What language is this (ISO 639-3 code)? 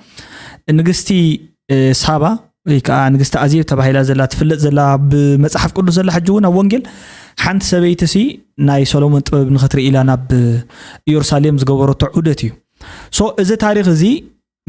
tir